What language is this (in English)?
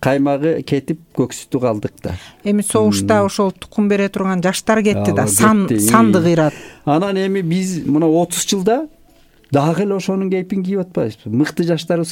Kyrgyz